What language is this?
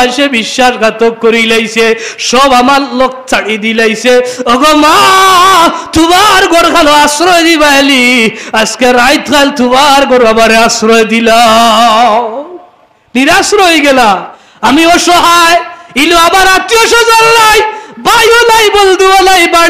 Sylheti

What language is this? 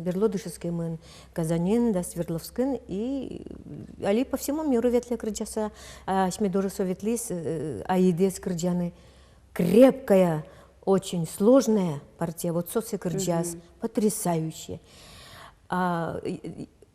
Udmurt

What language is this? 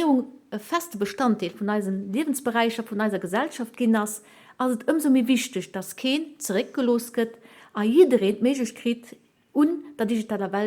Luxembourgish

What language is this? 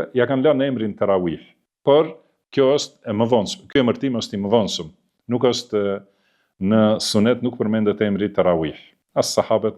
Albanian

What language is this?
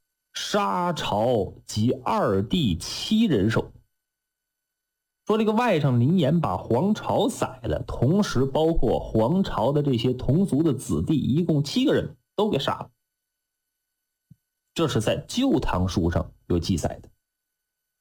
Chinese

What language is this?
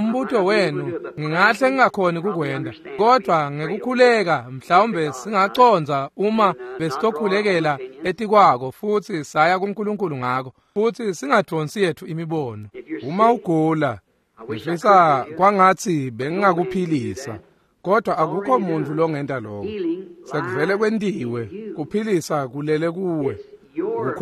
Swati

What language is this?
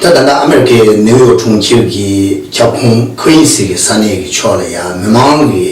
Tibetan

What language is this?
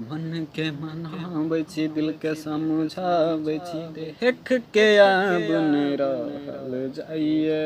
Maithili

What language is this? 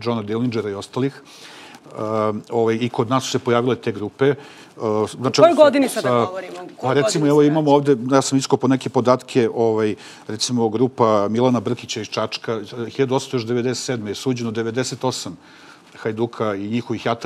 Serbian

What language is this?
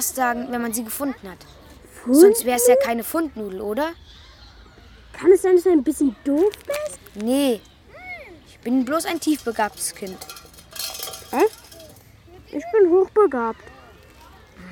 German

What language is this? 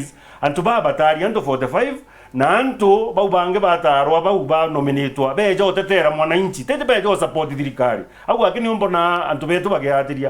Meru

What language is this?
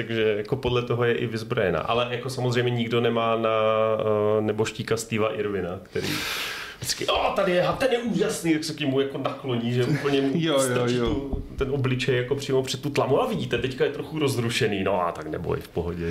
Czech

